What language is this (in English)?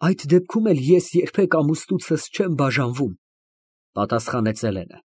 Armenian